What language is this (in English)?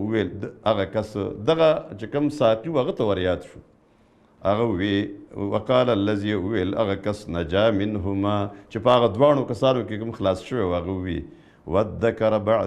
Pashto